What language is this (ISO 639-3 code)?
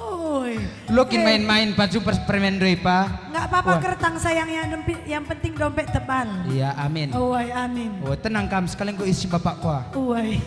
btx